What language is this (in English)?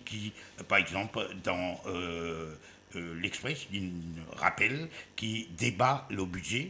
Morisyen